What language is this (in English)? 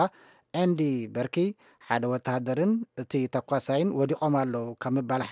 Tigrinya